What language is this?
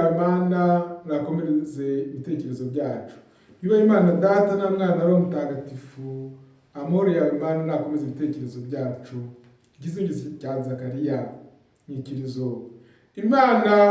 Kinyarwanda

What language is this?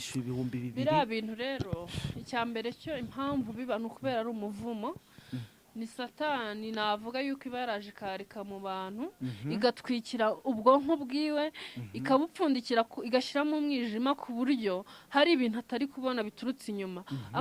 Kinyarwanda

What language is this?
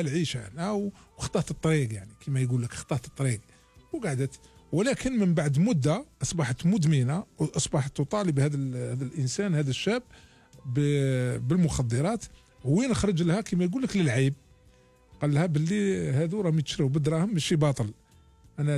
Algerian Arabic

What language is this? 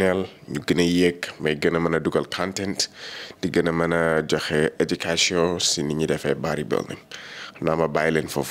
Wolof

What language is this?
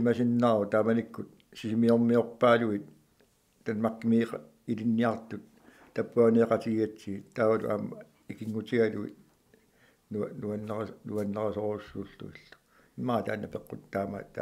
Kalaallisut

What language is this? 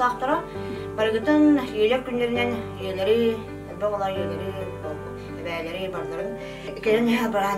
Yakut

